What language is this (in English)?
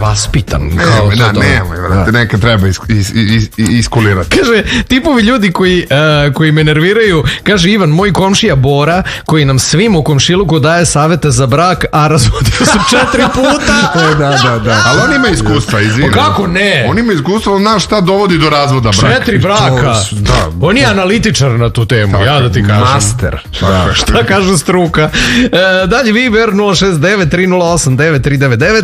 Serbian